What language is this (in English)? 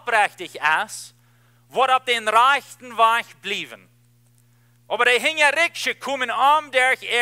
Plautdietsch